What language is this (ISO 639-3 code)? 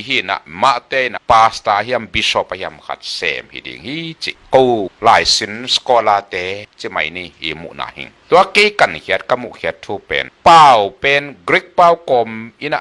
ctd